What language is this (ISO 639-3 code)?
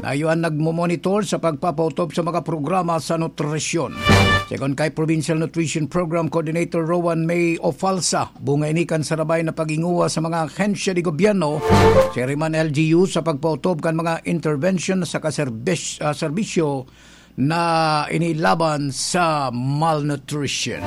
bik